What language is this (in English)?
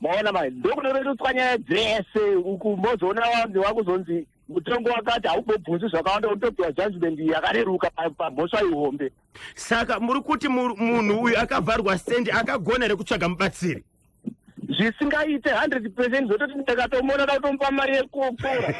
Shona